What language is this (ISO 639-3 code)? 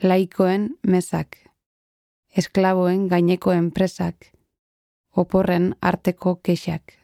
eus